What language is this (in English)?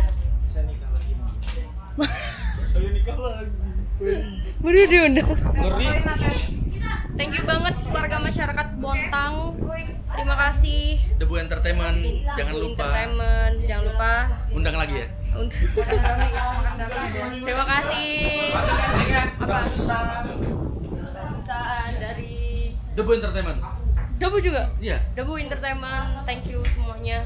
Indonesian